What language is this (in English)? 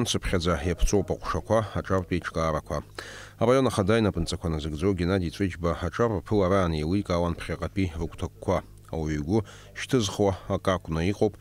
Abkhazian